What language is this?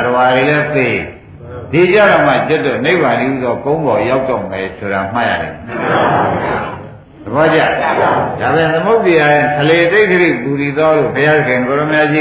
Burmese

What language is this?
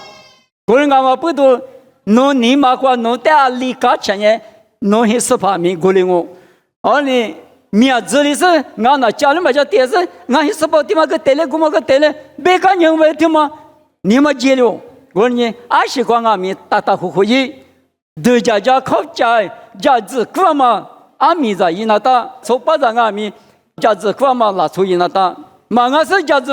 Lisu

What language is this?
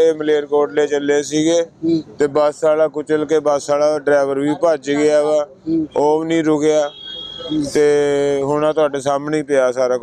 Punjabi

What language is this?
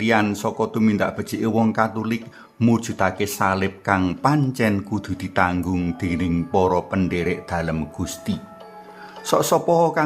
Javanese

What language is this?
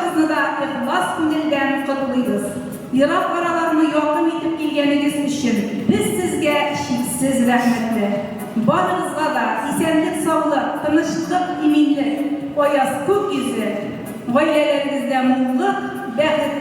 Tatar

